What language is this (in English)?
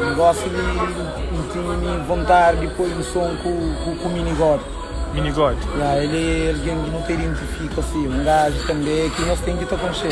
Kabuverdianu